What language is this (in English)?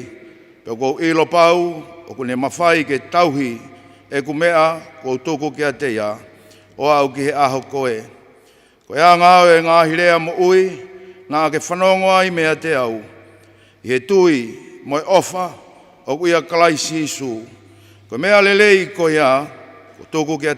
Tongan